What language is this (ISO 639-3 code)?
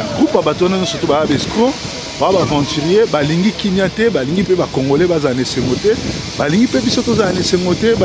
lin